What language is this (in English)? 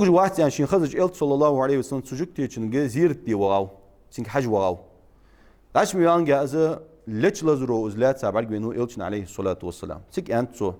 Ingush